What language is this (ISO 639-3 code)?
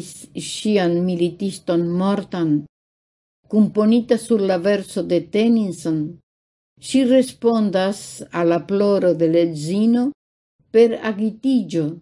epo